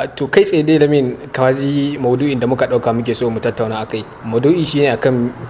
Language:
Hausa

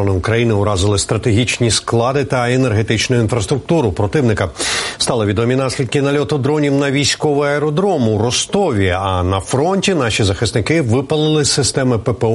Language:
Ukrainian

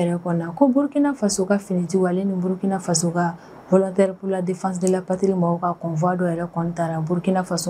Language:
Bambara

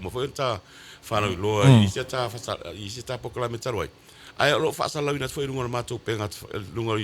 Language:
Samoan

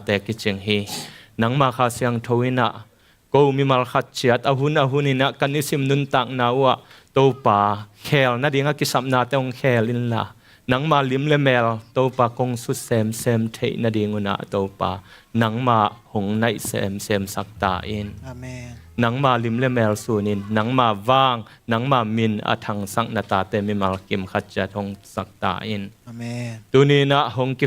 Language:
Tedim Chin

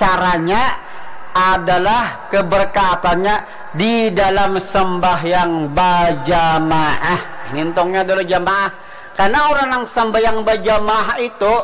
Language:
Banjar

